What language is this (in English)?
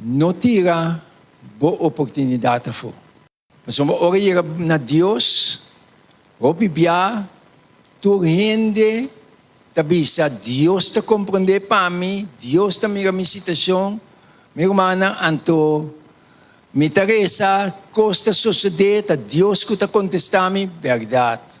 Papiamento